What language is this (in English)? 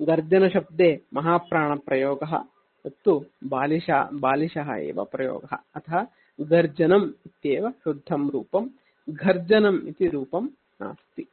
Sanskrit